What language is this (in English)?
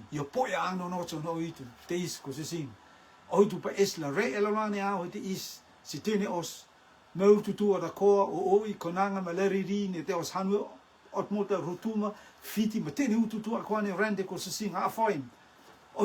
Rotuman